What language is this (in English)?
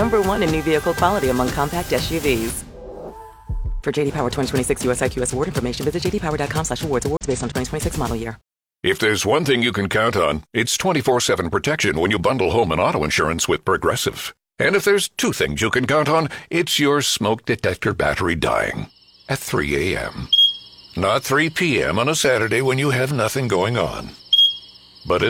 English